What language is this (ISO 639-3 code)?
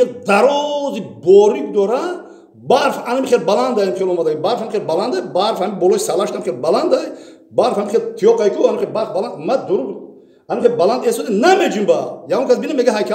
tgk